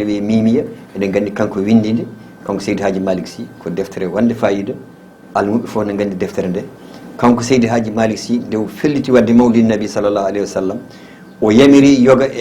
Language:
Fula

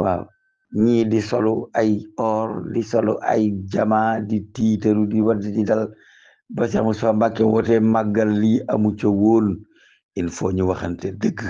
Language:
Wolof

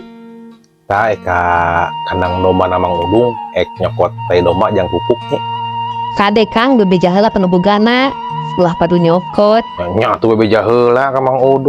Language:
Sundanese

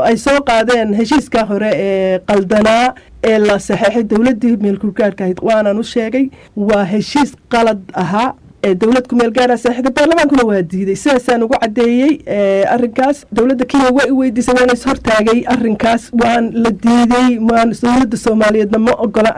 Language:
Somali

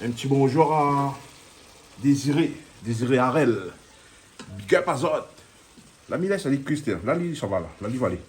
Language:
Réunion Creole French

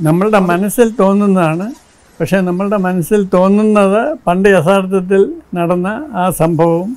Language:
Malayalam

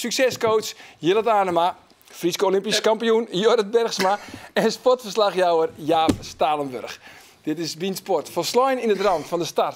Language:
Western Frisian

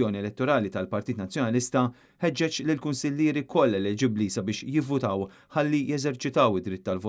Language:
Maltese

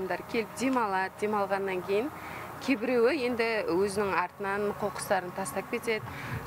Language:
Kazakh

